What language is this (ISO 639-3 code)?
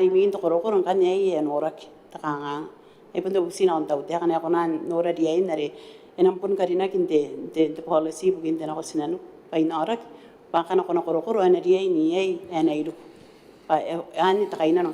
gil